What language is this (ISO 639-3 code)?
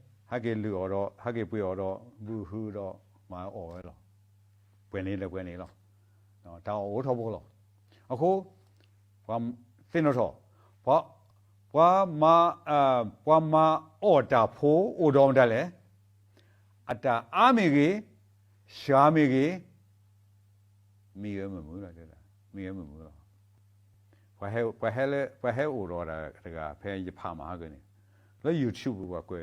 ksw